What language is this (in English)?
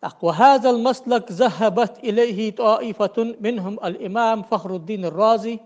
Ingush